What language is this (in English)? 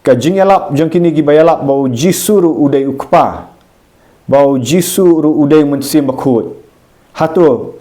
Khasi